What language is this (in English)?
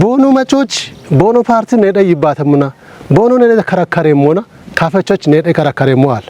Kafa